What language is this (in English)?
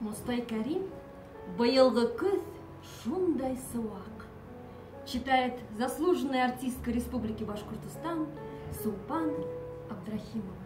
Bashkir